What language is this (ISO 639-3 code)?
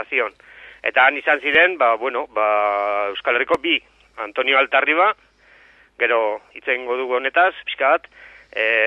eus